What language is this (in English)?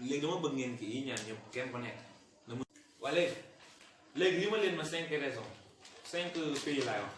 Wolof